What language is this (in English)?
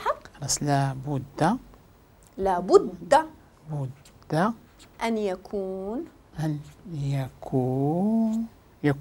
Moroccan Arabic